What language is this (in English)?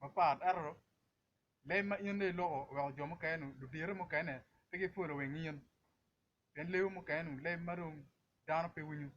Acoli